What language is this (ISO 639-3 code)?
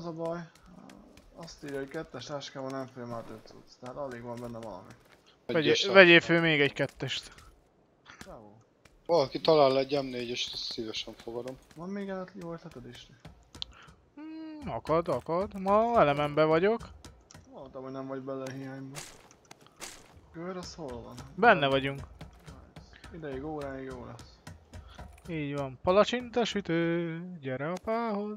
hun